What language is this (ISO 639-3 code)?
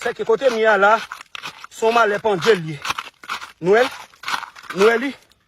hat